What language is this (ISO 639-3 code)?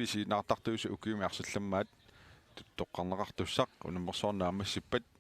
kal